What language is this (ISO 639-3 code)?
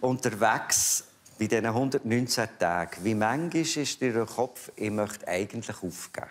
gsw